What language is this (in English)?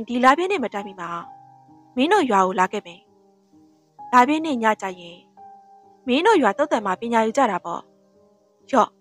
Burmese